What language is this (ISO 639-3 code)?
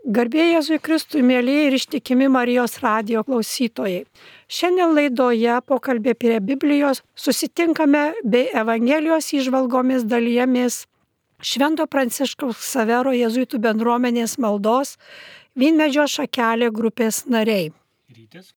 lit